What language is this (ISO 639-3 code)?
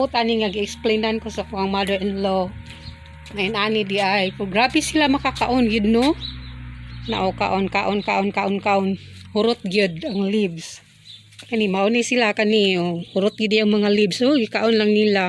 ceb